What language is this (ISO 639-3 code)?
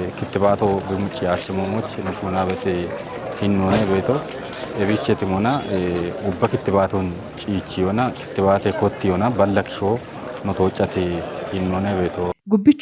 kbr